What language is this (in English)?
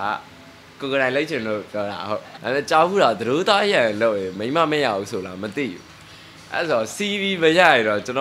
Burmese